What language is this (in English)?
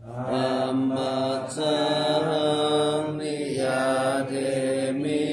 Pali